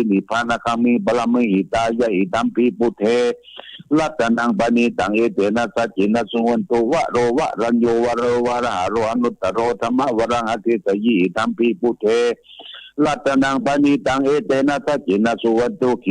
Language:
Pali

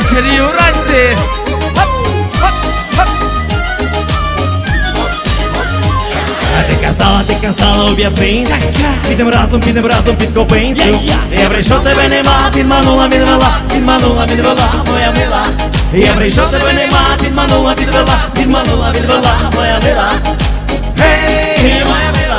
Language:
Ukrainian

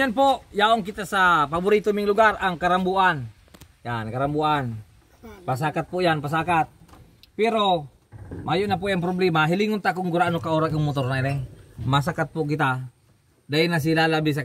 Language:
Bikol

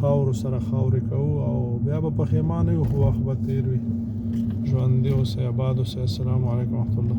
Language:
Pashto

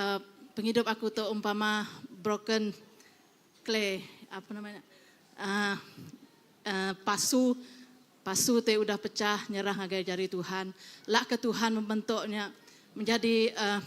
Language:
Iban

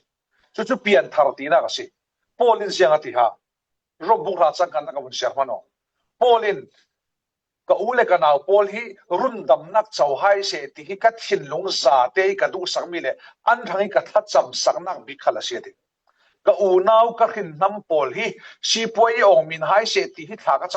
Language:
Falam Chin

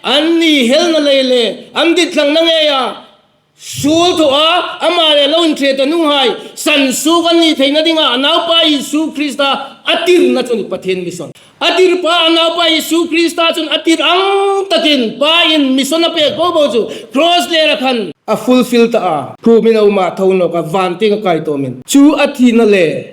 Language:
Hmar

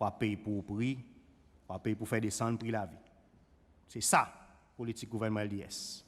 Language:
Seselwa Creole French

